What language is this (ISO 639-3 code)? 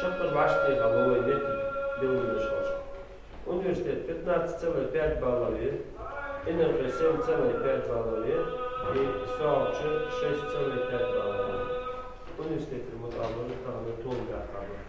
inh